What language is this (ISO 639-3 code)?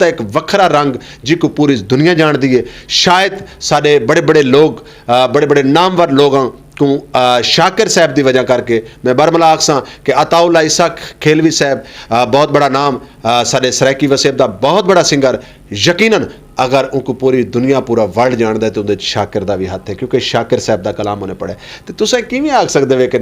skr